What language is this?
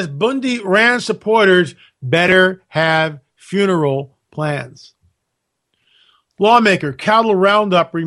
English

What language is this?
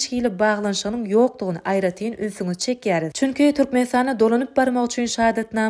Turkmen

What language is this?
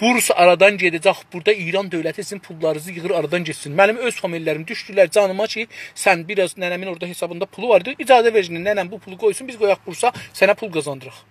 South Azerbaijani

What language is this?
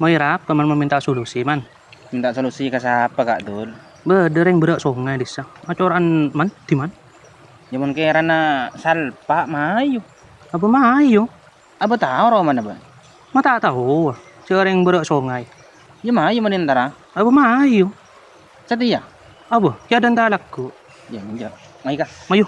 Madurese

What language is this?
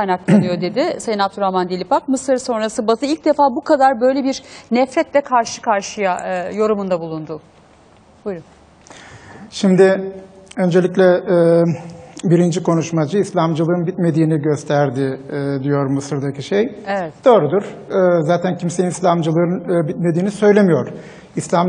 Turkish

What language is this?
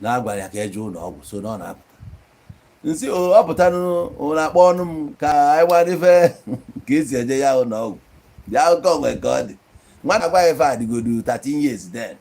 Igbo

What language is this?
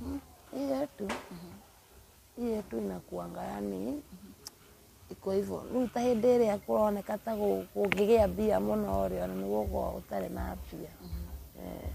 Kikuyu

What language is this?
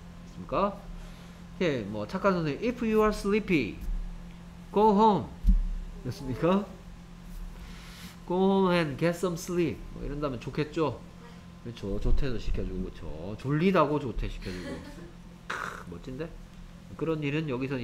Korean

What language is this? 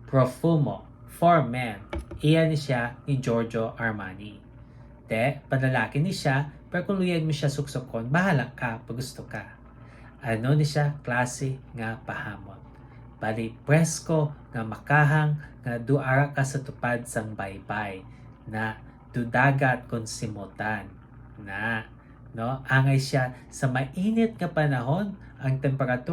Hiligaynon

